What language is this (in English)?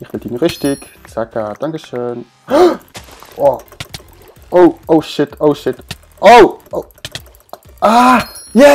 Swiss German